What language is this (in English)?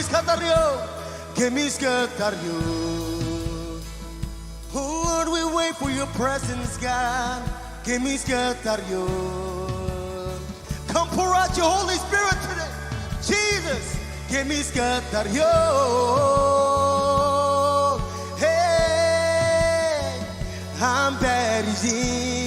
Marshallese